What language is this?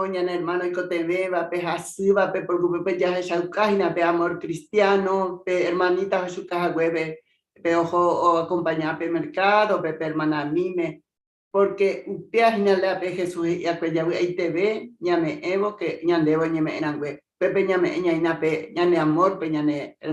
Guarani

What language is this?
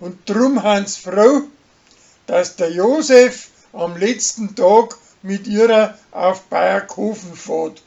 Bavarian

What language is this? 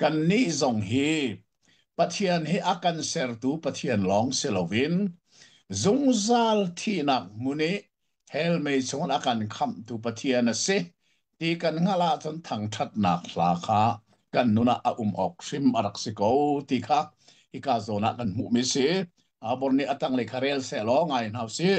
Hakha Chin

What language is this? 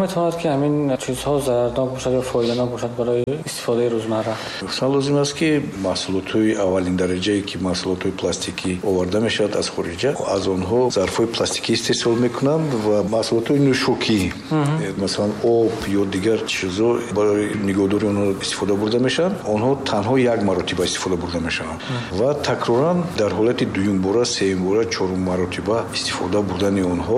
Tajik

